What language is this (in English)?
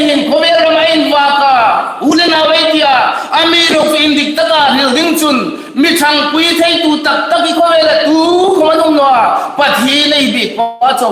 Hmar